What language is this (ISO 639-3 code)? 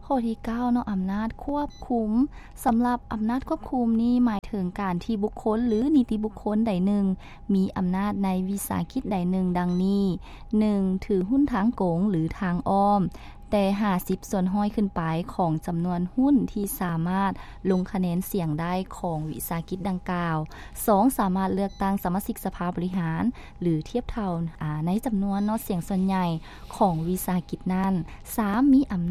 lao